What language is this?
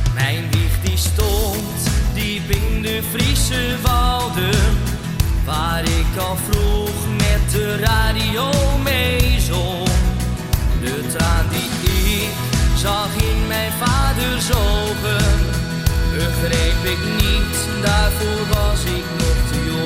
Dutch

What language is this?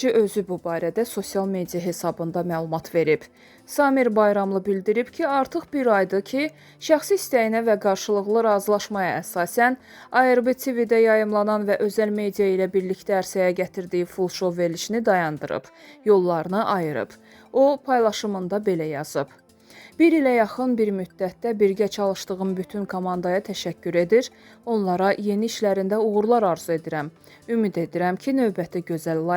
Azerbaijani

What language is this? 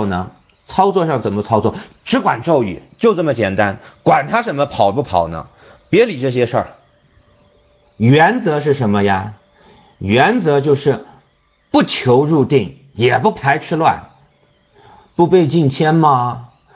Chinese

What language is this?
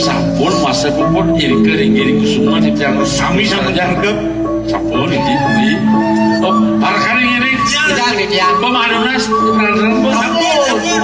Balinese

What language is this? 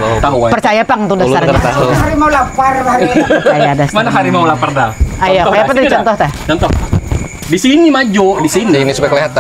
Banjar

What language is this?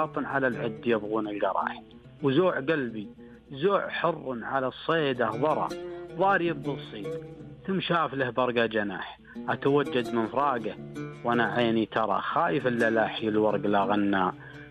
Najdi Arabic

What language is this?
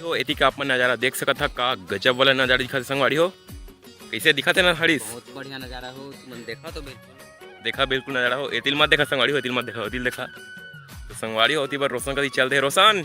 Chhattisgarhi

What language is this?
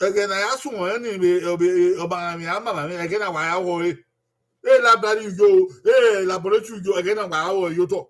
Bini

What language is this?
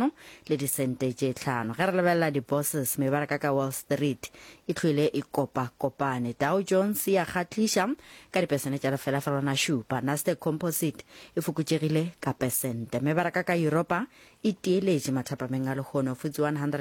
Northern Sotho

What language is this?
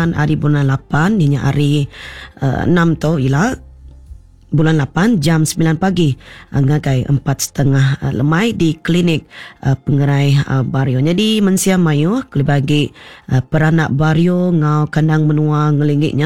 Iban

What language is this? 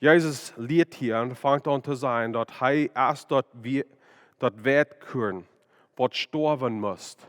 Plautdietsch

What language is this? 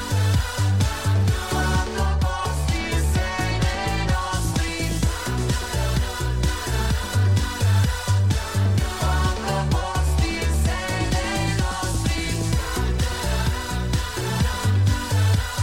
Italian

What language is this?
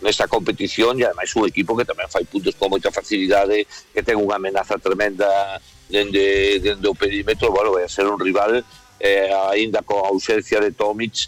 Galician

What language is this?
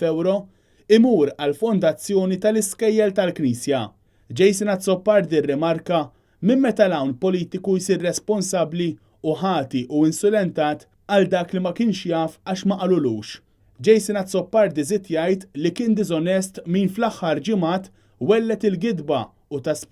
Maltese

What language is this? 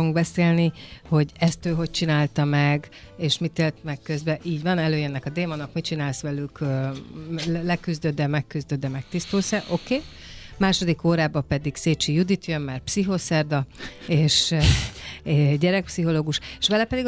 Hungarian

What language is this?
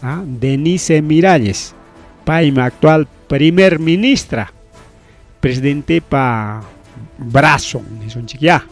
Ayacucho Quechua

